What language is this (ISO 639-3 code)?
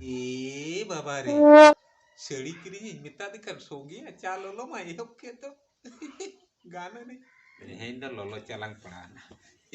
sat